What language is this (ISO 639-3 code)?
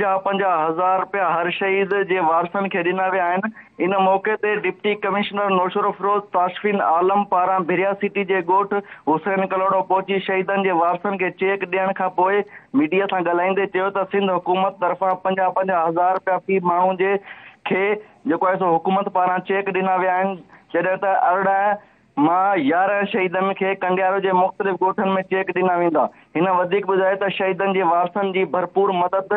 snd